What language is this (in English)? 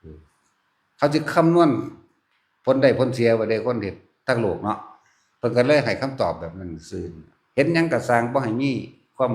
Northeastern Thai